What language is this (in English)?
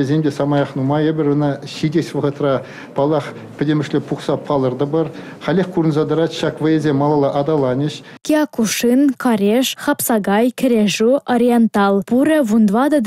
Chuvash